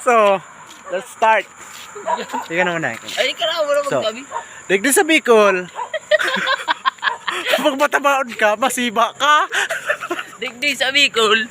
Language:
Bikol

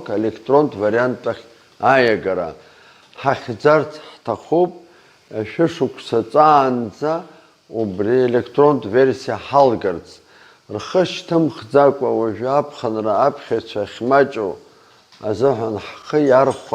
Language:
Abkhazian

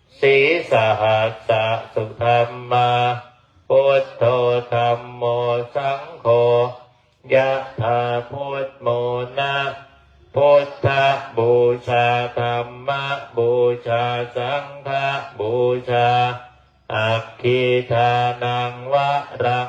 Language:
Pali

